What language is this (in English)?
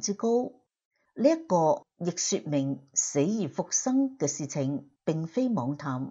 Cantonese